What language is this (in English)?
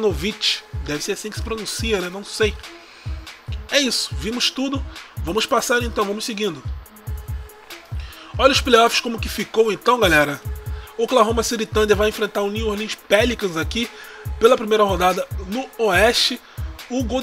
Portuguese